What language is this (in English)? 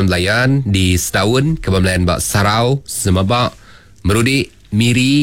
Iban